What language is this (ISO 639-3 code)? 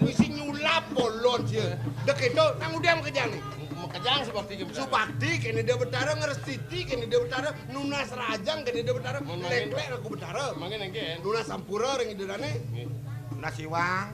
ban